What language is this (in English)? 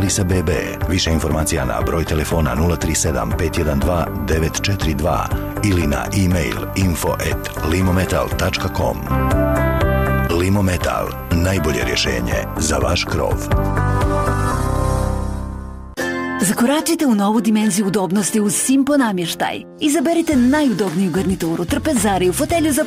Bosnian